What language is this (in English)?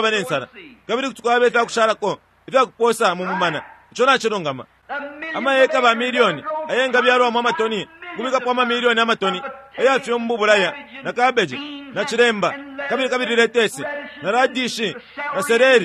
Bemba